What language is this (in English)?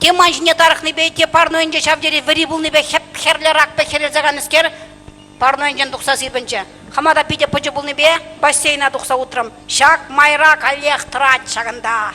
Chuvash